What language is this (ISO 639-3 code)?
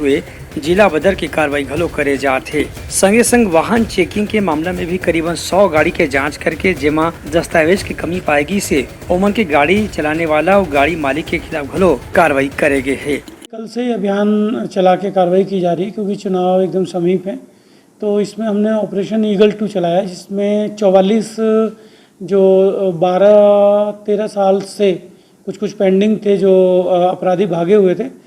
hne